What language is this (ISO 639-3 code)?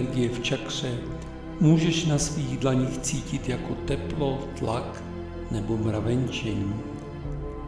ces